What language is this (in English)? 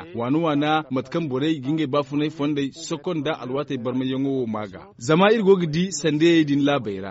Zarma